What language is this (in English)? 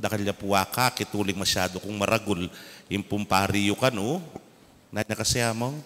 Pampanga